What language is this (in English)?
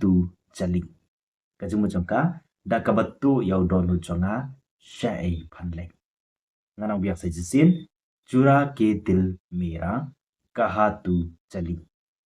Khasi